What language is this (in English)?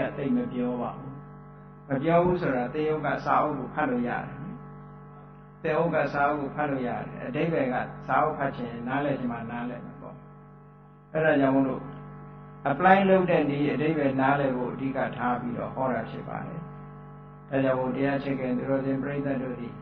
Burmese